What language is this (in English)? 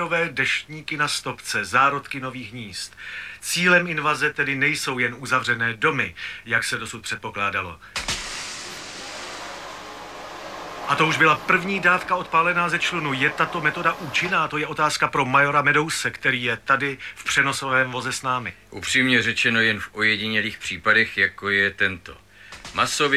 Czech